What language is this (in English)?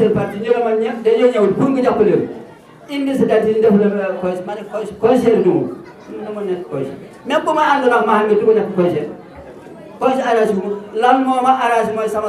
Wolof